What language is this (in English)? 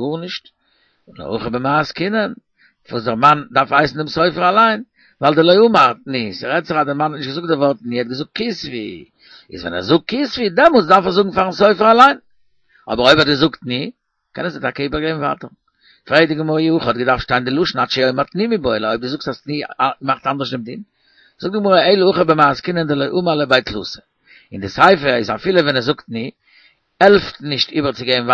Yiddish